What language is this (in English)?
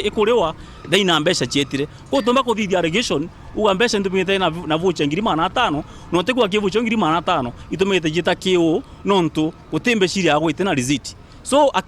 Meru